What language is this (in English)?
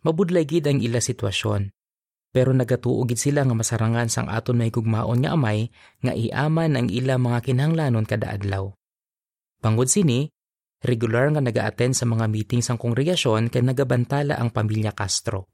Hiligaynon